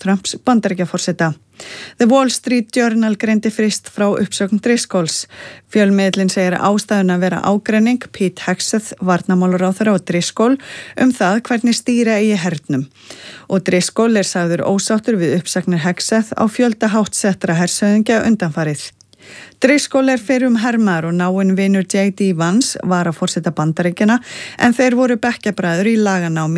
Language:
Icelandic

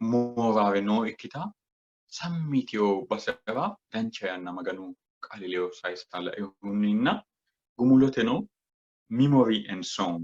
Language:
Sidamo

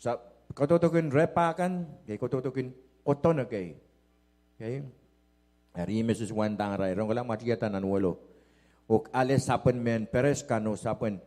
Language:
Pohnpeian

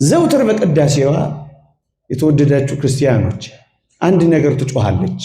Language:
Amharic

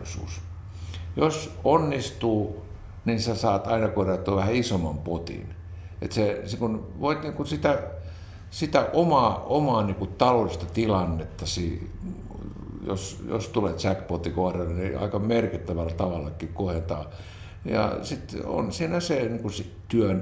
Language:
Finnish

